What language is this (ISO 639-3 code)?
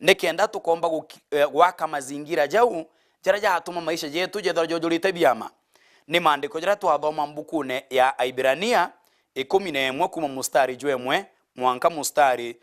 mer